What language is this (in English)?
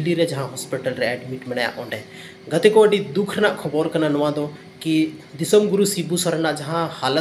Santali